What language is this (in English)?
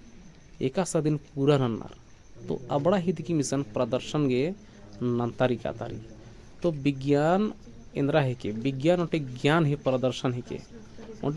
Kurukh